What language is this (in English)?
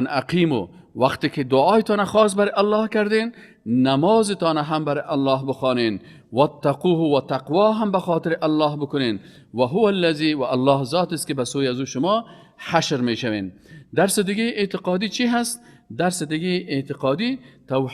Persian